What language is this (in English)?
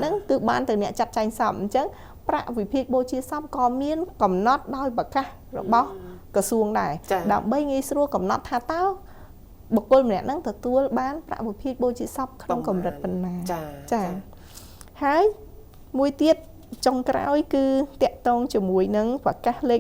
Khmer